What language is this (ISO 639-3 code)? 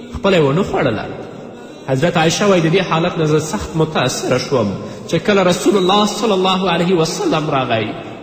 pus